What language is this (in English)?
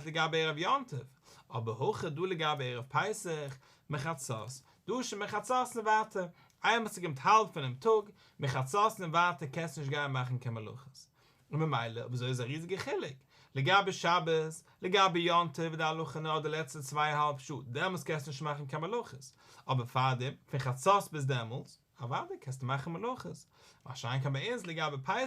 Yiddish